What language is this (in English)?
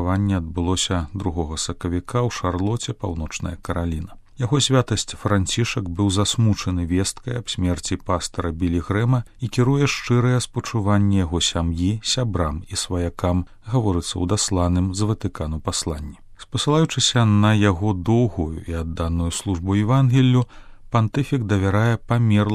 Belarusian